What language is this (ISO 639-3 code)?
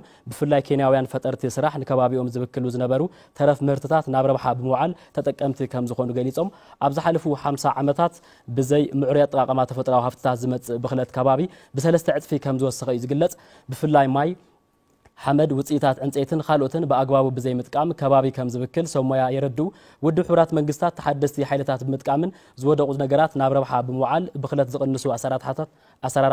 tir